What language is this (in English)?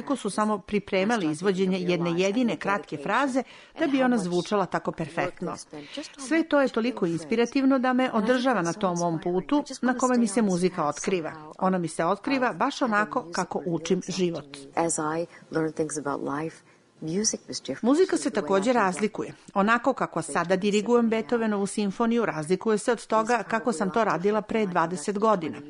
Serbian